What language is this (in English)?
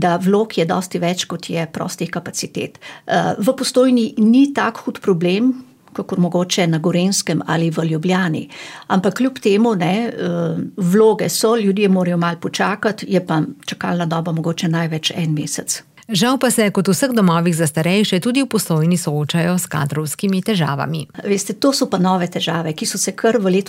Slovenian